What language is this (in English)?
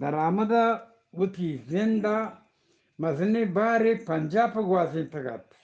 Eastern Balochi